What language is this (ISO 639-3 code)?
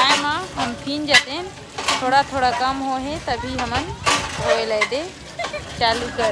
hne